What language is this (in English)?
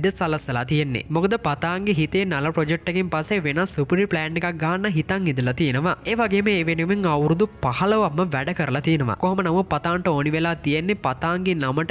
Sinhala